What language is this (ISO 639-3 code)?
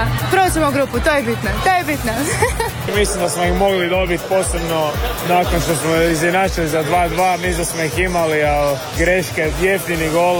hrv